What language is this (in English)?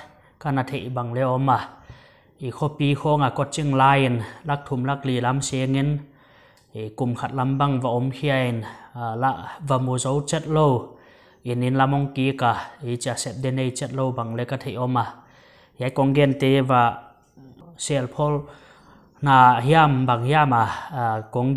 Paite Chin